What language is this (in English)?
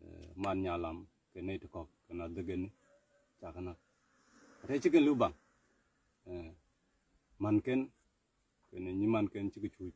Nuer